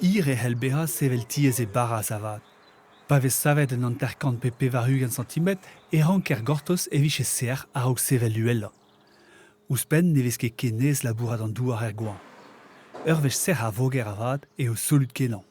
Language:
Breton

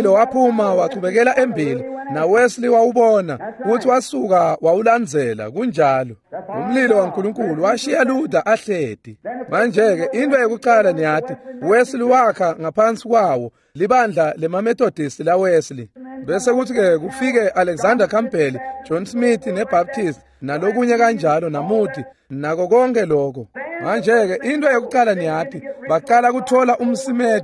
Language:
Swati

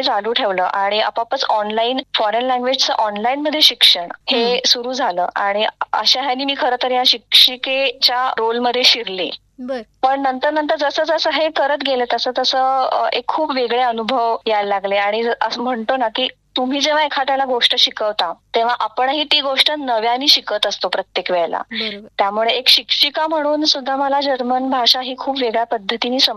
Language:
Marathi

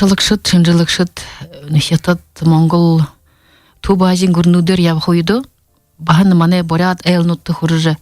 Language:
Buriat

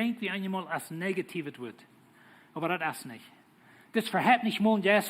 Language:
Plautdietsch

